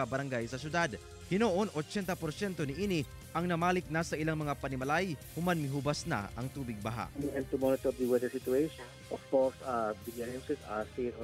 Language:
Cebuano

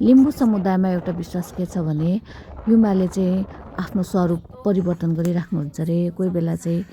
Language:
Nepali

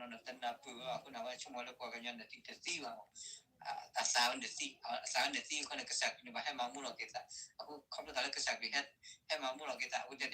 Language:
S'gaw Karen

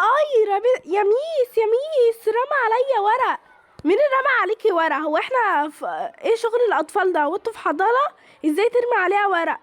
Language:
Egyptian Arabic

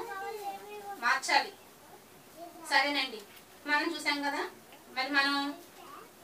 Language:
Telugu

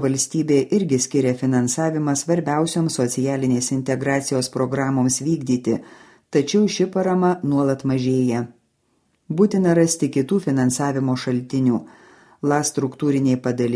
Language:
Lithuanian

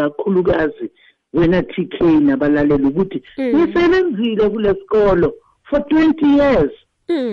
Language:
South Ndebele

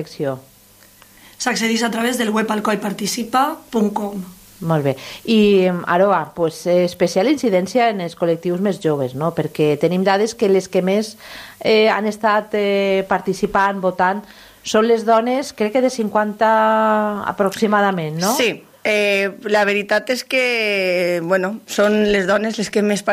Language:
Catalan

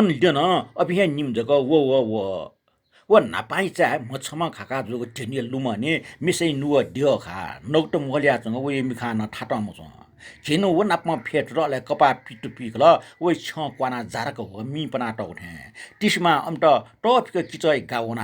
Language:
Newari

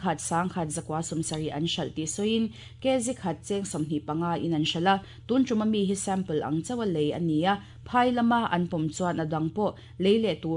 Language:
Mizo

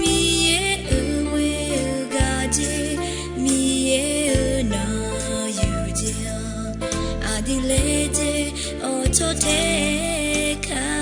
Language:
Akha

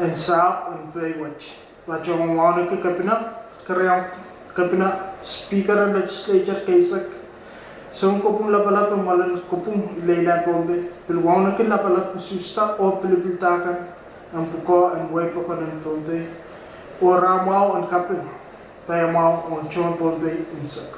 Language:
Pohnpeian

